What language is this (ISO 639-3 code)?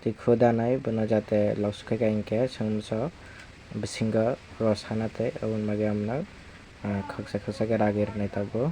trp